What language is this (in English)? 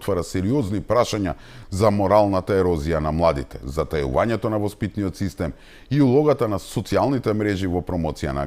Macedonian